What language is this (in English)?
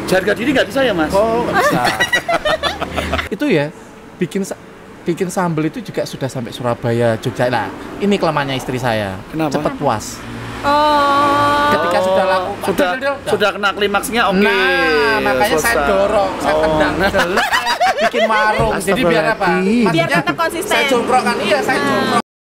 Indonesian